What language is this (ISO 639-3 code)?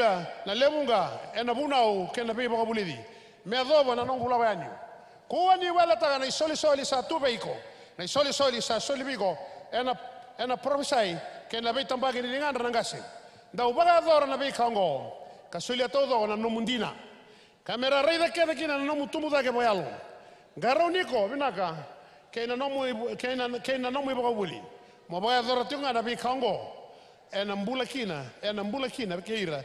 fij